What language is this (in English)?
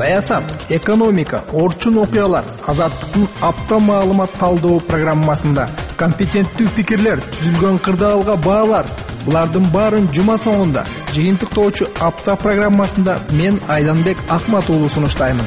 Kyrgyz